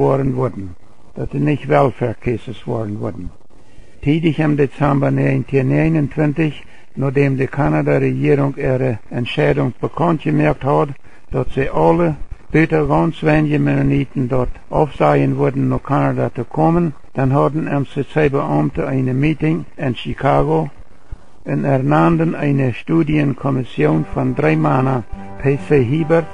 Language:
Plautdietsch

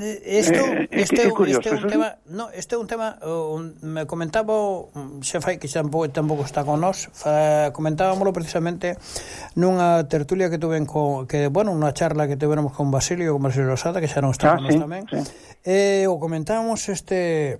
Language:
Galician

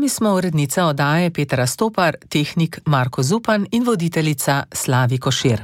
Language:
Slovenian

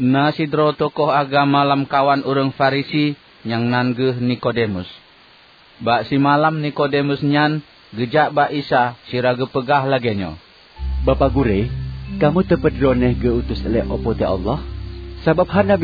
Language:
Achinese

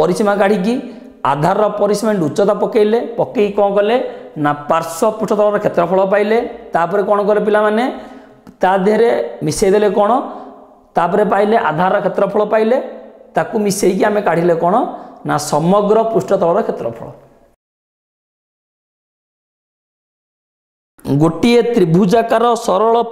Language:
Odia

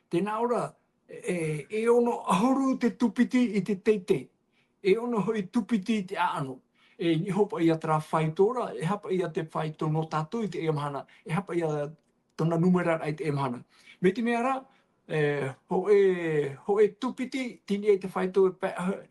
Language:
Tahitian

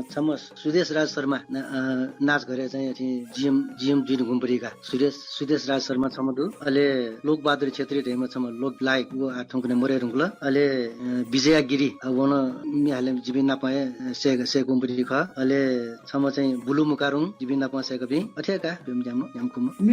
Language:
Newari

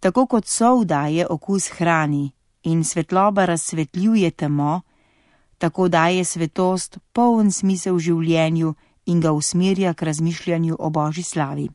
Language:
Slovenian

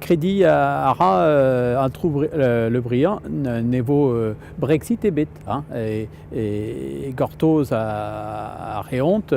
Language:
Breton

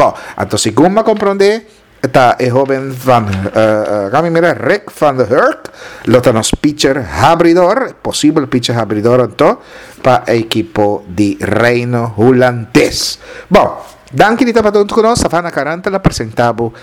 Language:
Papiamento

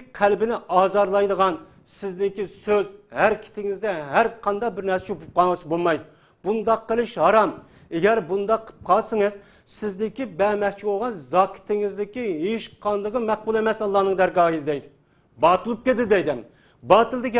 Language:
Uyghur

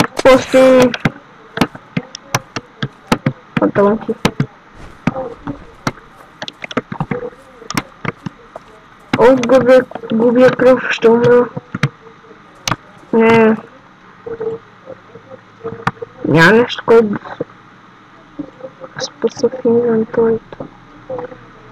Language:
Bulgarian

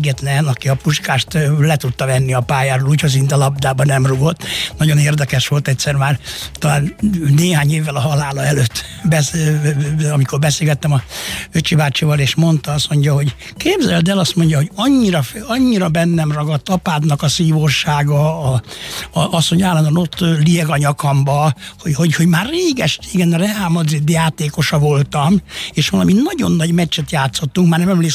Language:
Hungarian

